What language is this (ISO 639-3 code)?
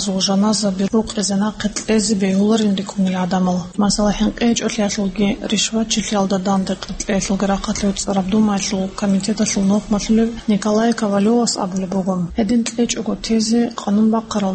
ava